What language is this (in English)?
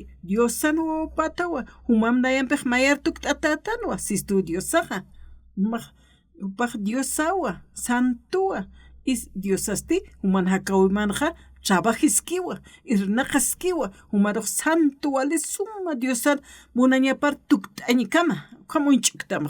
Aymara